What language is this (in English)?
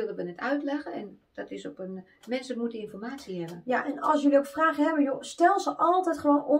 Dutch